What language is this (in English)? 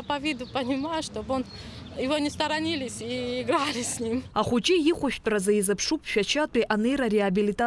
Abkhazian